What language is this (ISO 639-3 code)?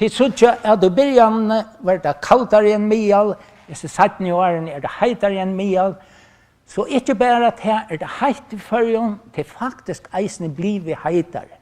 fao